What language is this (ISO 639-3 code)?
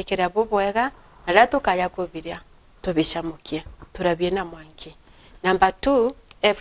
mer